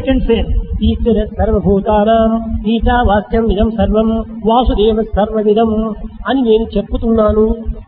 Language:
Telugu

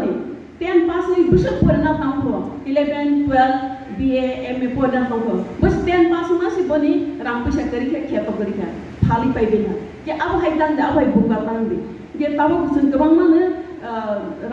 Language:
Riang (India)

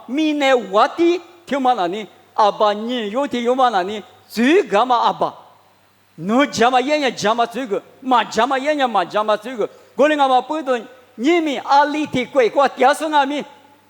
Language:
Lisu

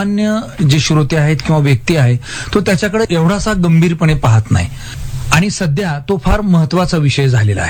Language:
Marathi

